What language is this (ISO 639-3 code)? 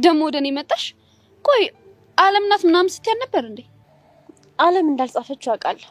amh